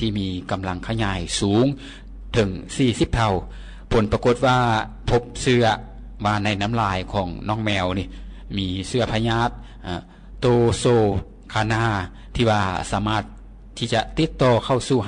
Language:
Lao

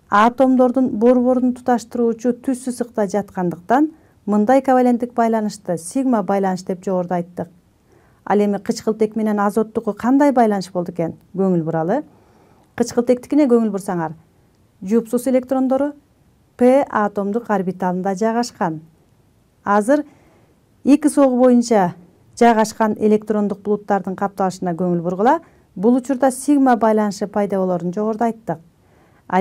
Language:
Kyrgyz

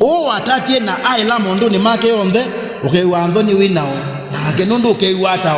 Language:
Kamba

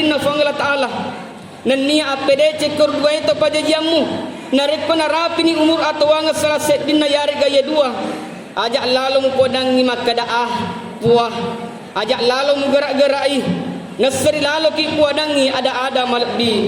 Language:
Buginese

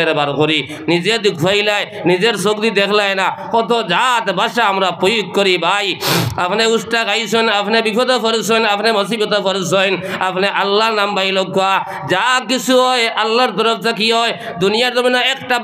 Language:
Sylheti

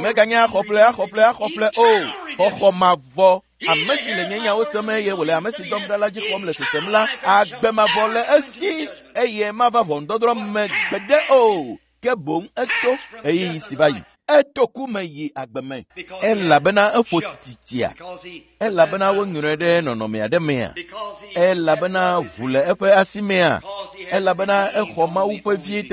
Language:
Ewe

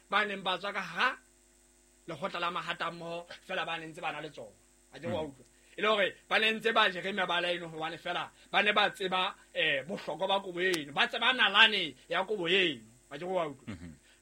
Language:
Southern Sotho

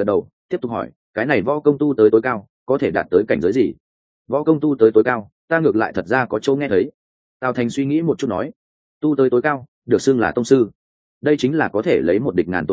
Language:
Vietnamese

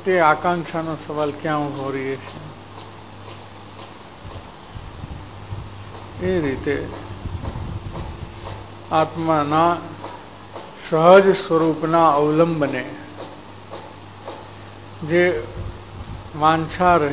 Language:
Gujarati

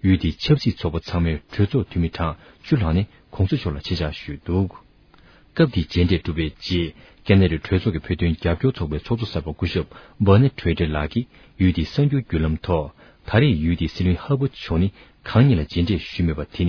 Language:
Tibetan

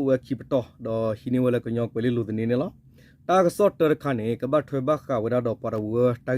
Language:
S'gaw Karen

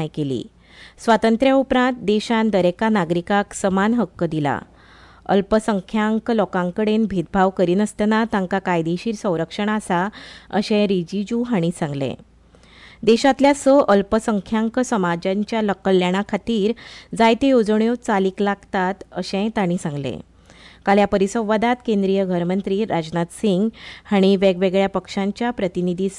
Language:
Konkani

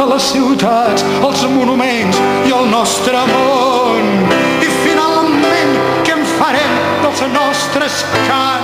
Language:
Catalan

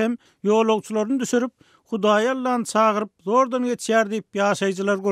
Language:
Turkmen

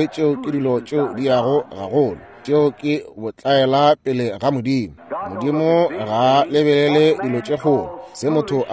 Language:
Northern Sotho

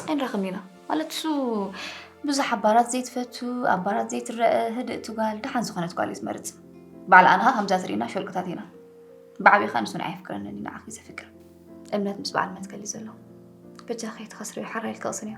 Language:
Tigrinya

